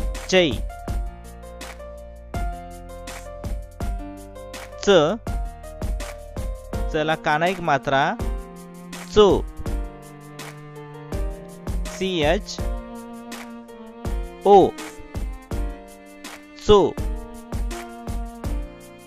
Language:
Marathi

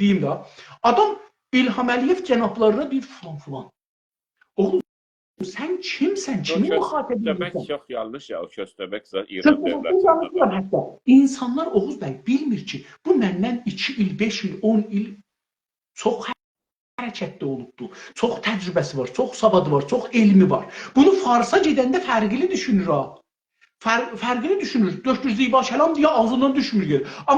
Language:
South Azerbaijani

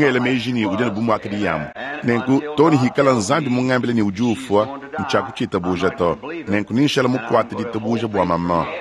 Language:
Luba-Lulua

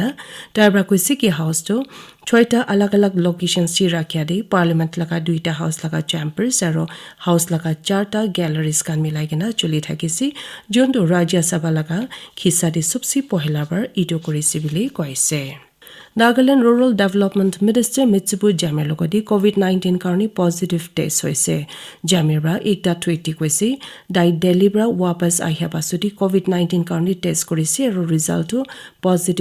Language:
Naga Pidgin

